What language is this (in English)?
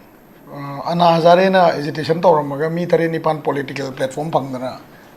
Manipuri